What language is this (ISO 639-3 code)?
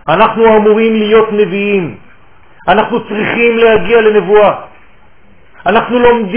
heb